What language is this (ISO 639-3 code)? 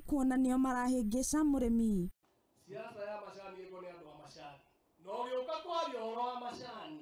kik